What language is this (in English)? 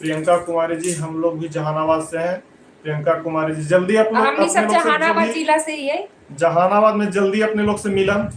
Magahi